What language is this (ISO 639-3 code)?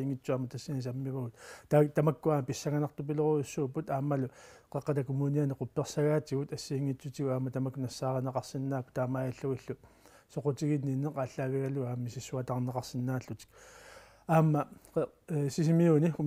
kal